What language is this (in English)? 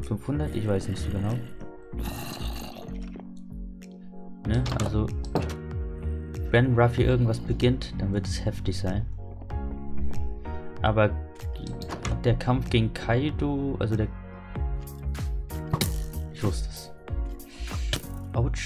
German